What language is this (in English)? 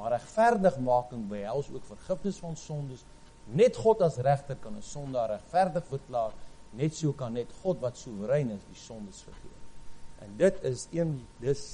Afrikaans